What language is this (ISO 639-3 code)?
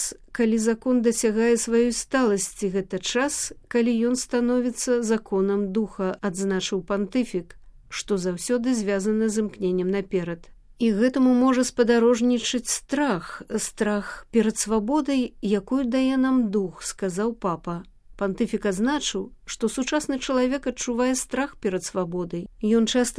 bel